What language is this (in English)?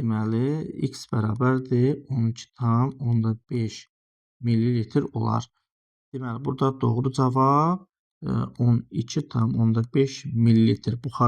Azerbaijani